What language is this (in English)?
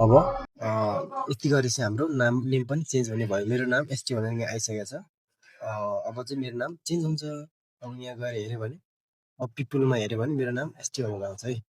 Nepali